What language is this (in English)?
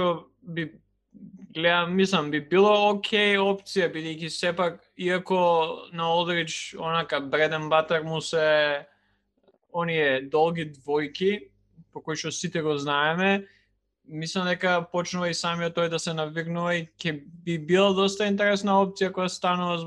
Macedonian